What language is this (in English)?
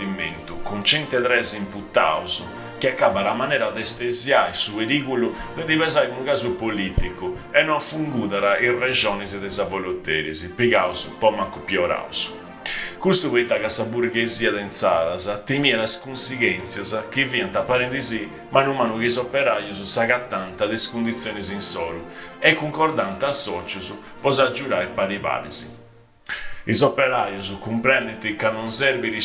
Sardinian